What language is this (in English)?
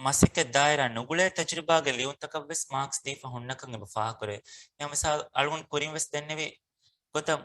Divehi